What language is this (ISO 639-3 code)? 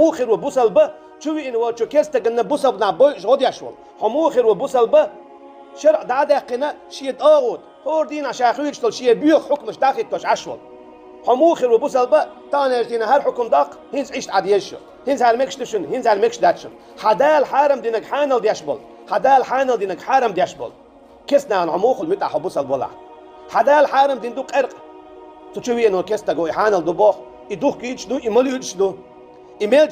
che